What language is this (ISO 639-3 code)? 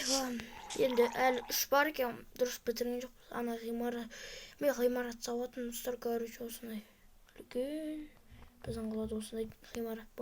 kaz